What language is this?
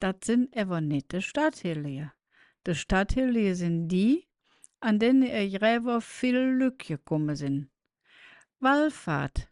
Colognian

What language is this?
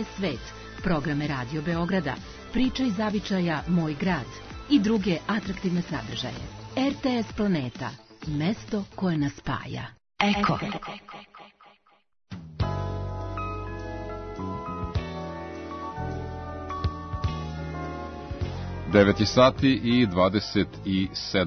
Serbian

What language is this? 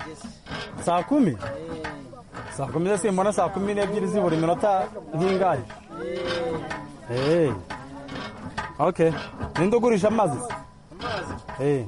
Kinyarwanda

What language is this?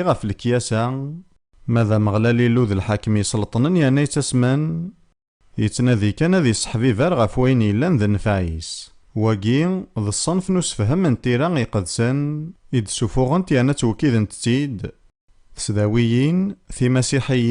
Kabyle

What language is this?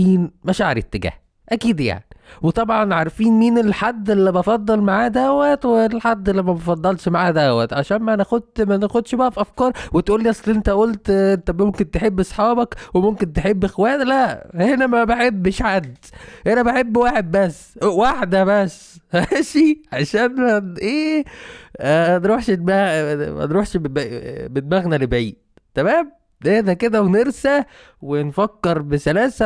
Egyptian Arabic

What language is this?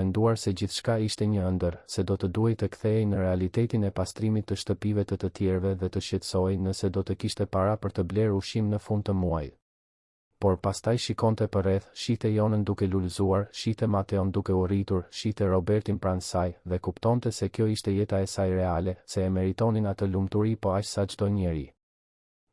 Albanian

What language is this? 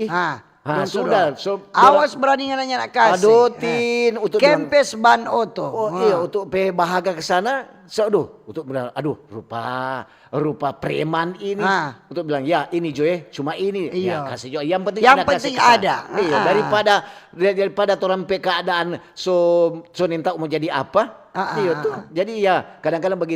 Manado Malay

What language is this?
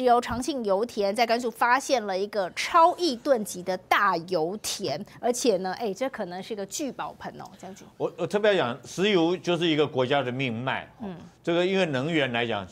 Chinese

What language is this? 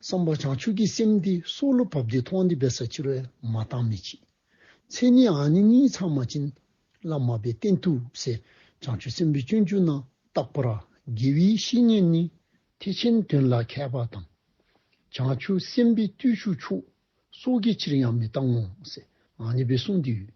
Dzongkha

